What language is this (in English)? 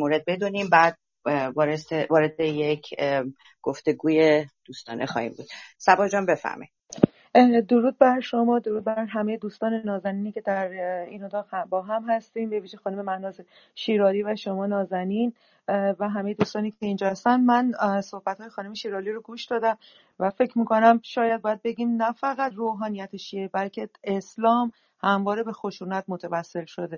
Persian